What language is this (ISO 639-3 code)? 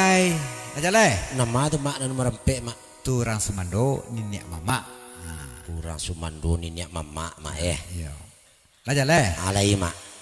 min